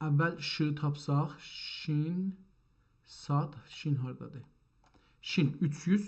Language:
South Azerbaijani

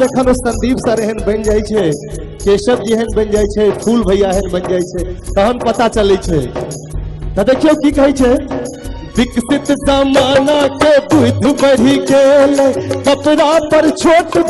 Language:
Maithili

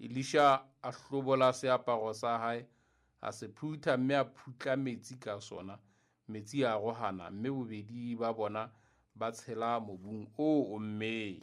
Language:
Southern Sotho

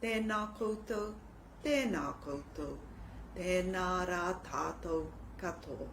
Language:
Māori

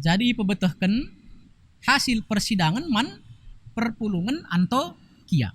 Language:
Batak Karo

